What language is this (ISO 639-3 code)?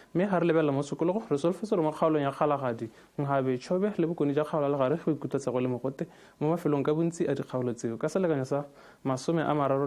tsn